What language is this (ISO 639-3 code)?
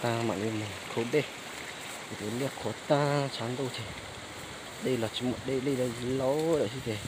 hmn